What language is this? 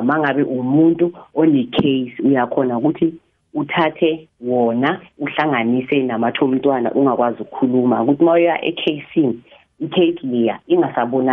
South Ndebele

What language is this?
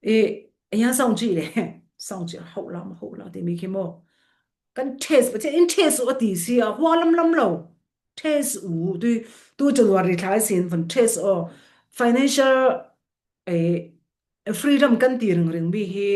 Falam Chin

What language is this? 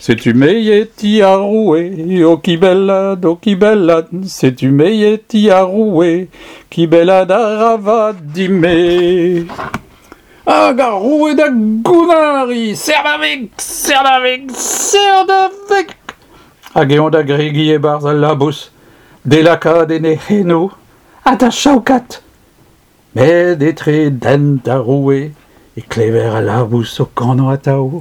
Breton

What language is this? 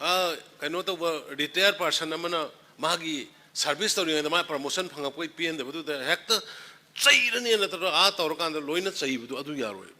Manipuri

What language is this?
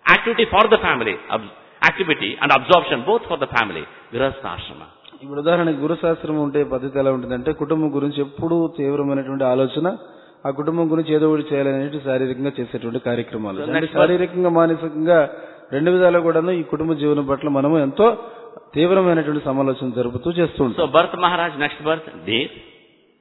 Telugu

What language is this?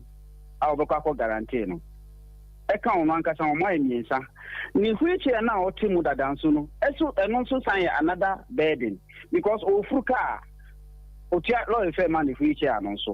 Akan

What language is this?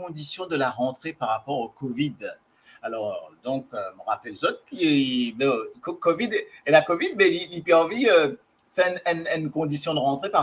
Morisyen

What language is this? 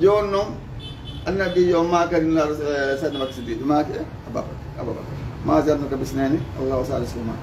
Fula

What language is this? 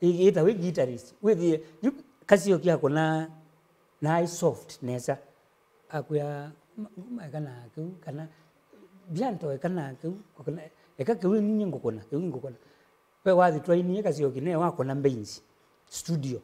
Kamba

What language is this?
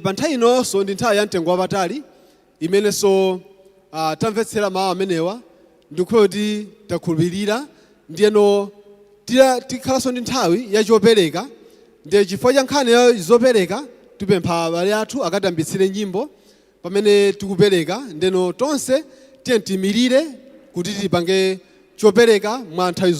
Nyanja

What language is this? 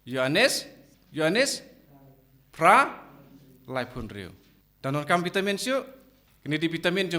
Khasi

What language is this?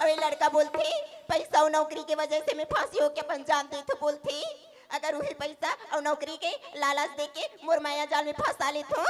Chhattisgarhi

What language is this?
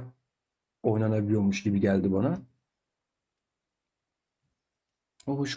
Turkish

